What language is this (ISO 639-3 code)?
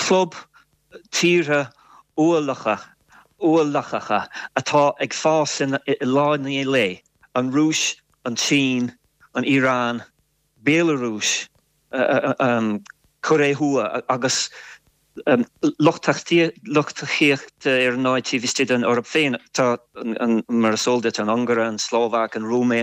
gle